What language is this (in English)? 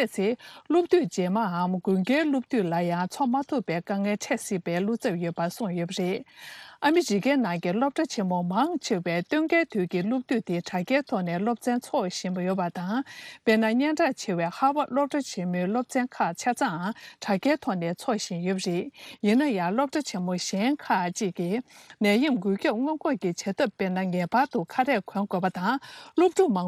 Tibetan